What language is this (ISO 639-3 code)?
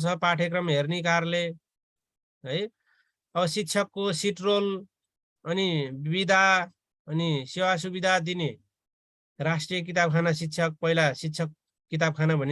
nep